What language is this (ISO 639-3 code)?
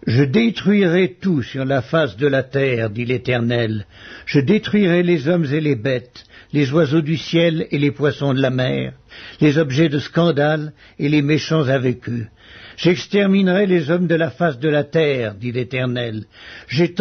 fra